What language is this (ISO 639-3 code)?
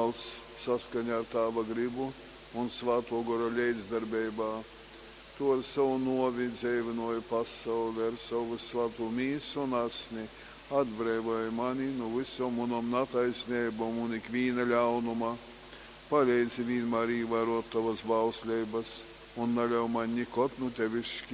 ltg